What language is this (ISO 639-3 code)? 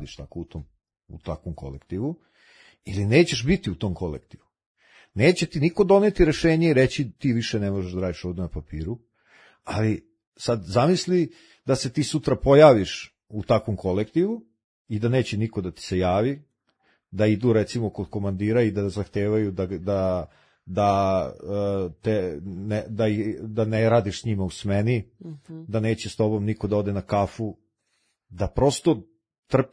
srp